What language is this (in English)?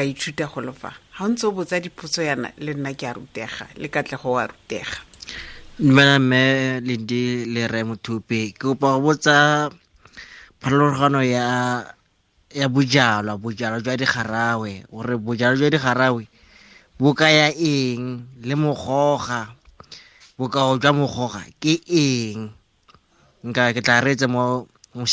Tswana